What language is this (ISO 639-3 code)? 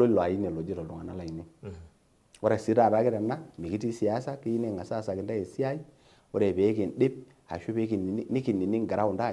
mas